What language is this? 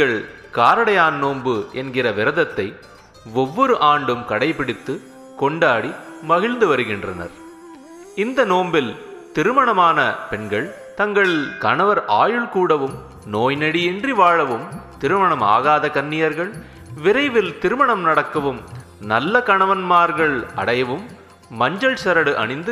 Tamil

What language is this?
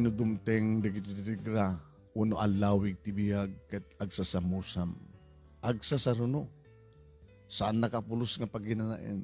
Iloko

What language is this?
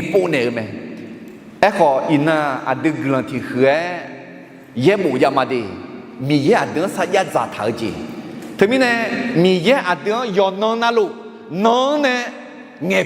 Akha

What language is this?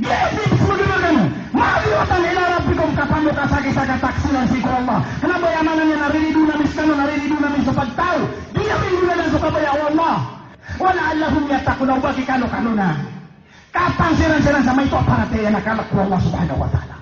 Maranao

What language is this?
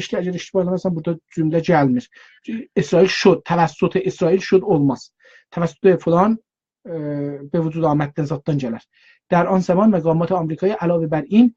South Azerbaijani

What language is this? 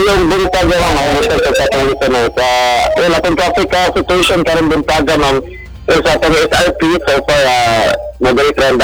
Cebuano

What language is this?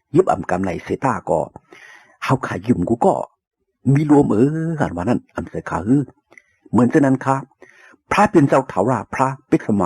Shan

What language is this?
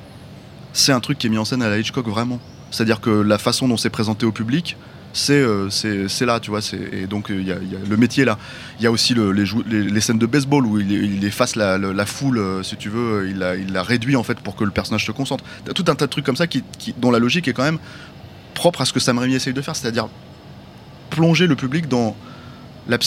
French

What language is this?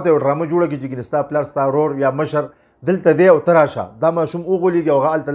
Pashto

